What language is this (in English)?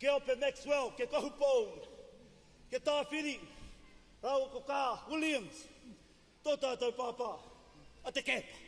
Māori